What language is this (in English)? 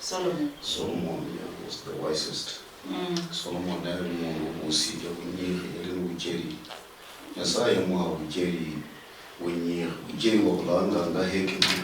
Luyia